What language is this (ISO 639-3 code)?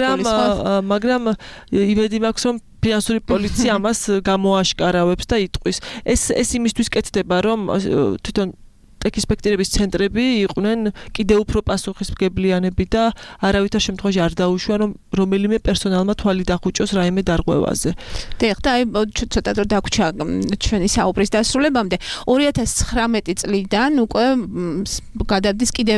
kat